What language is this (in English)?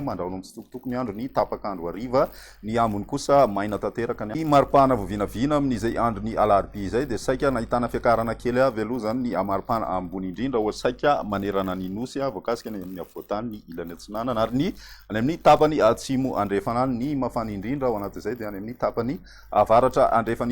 Malagasy